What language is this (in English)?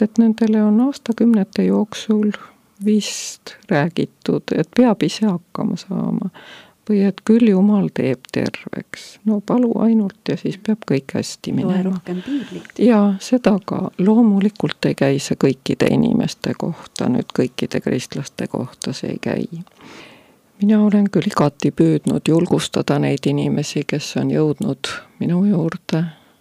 Estonian